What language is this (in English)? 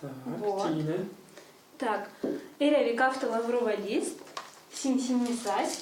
Erzya